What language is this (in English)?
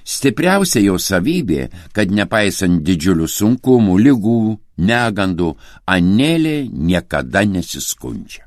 Lithuanian